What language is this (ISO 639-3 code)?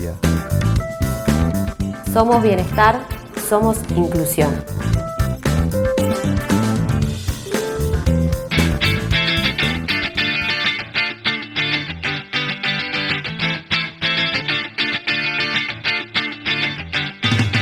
spa